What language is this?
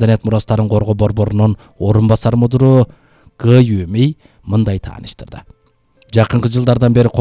Kyrgyz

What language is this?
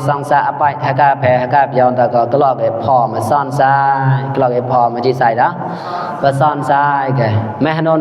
Mon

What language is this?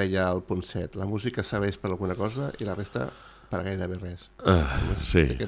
Catalan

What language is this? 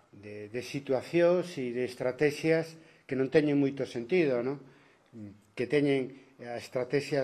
Galician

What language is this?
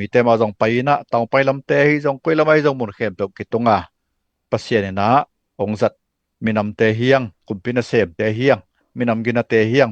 Tedim Chin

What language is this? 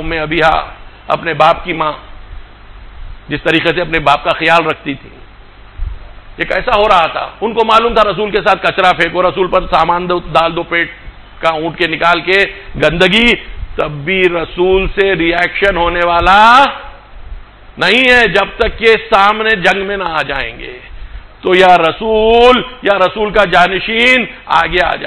Urdu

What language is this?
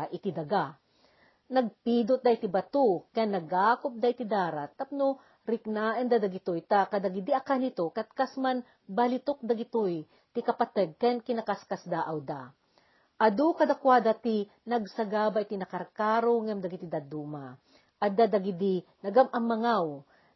Iloko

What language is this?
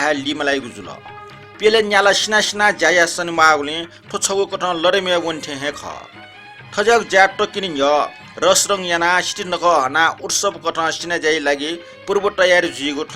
Newari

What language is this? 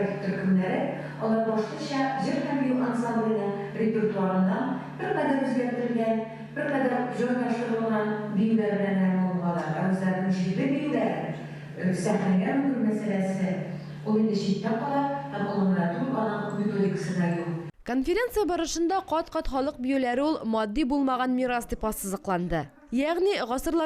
Tatar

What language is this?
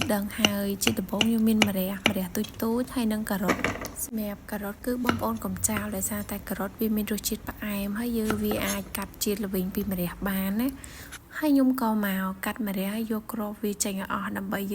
Khmer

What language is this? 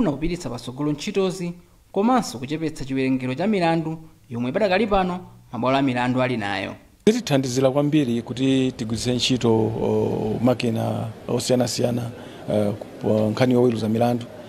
Nyanja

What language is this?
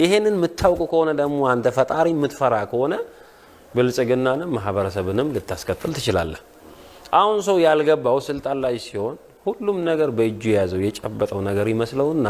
Amharic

